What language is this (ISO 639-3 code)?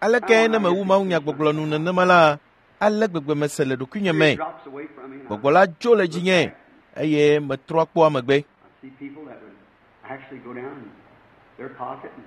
ewe